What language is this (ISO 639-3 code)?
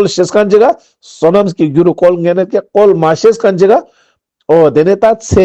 lbj